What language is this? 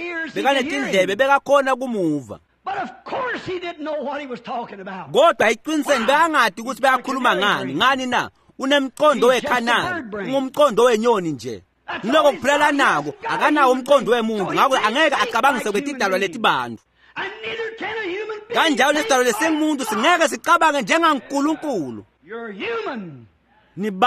Swati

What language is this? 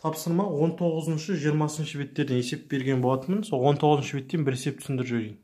Kazakh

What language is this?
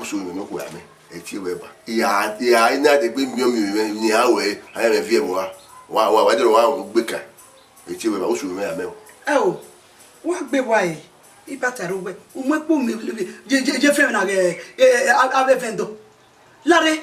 Bini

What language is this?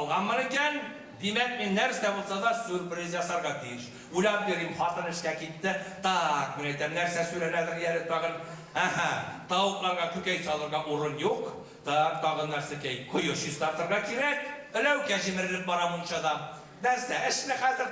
Bashkir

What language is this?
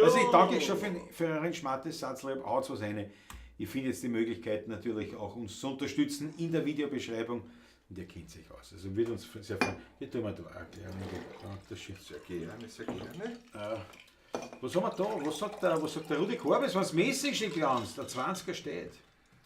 Bavarian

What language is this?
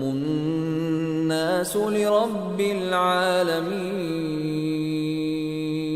Divehi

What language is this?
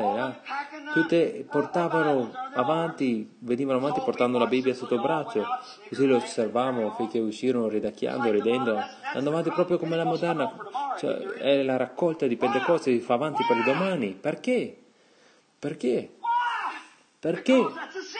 Italian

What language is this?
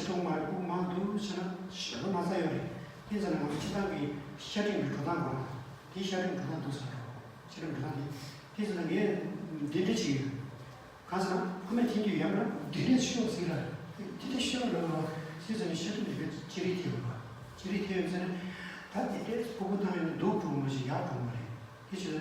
Tibetan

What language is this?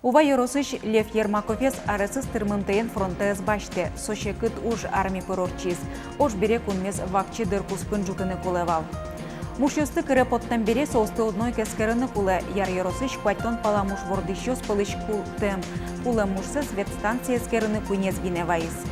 Udmurt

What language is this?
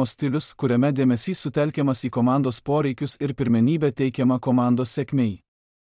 Lithuanian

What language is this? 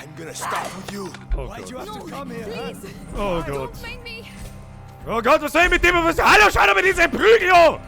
Bavarian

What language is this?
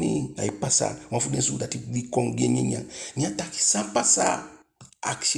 Eastern Maroon Creole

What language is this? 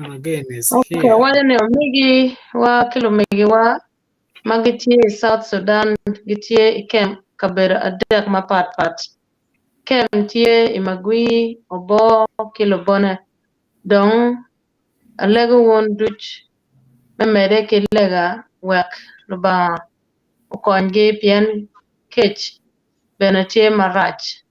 Acoli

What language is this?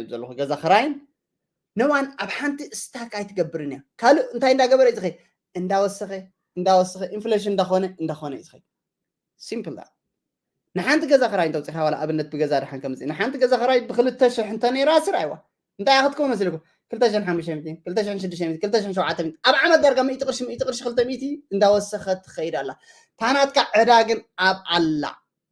Tigrinya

